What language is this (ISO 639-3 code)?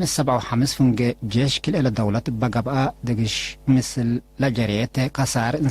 tig